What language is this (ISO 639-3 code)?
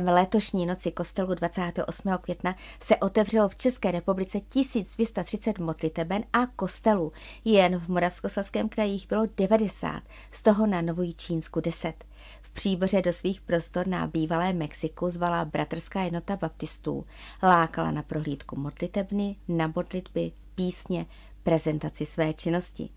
ces